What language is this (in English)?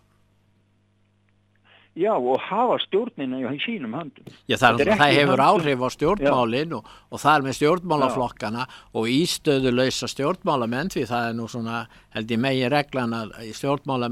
Icelandic